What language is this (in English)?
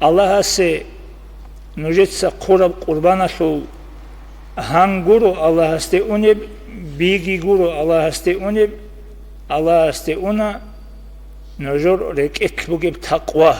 Avaric